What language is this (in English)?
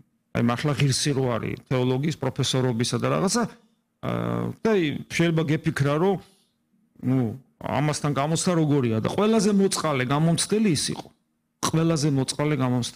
Georgian